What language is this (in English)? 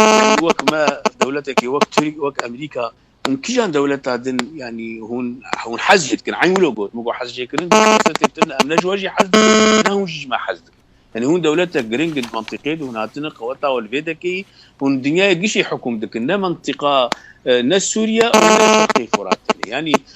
Kurdish